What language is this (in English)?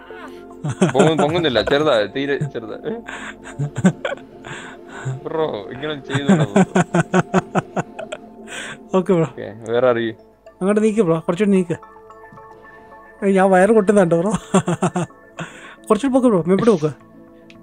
Malayalam